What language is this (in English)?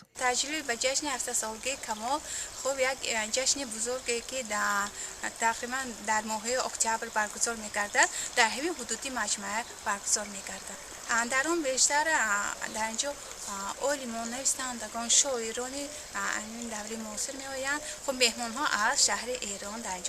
Tajik